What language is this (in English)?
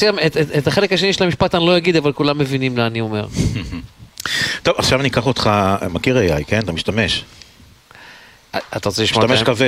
Hebrew